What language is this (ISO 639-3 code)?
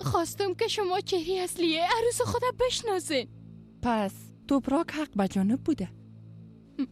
fas